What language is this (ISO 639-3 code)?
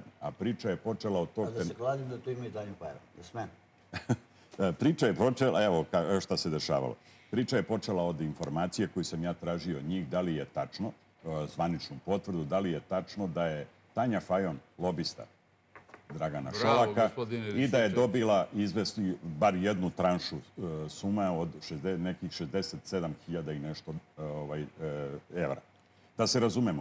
srp